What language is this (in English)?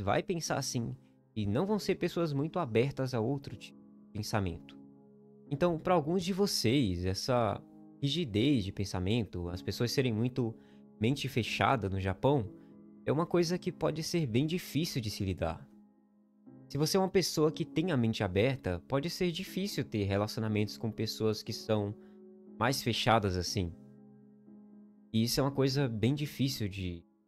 Portuguese